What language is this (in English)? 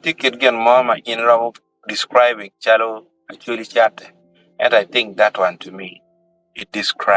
Acoli